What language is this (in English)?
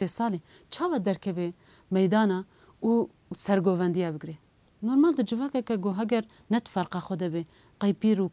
Kurdish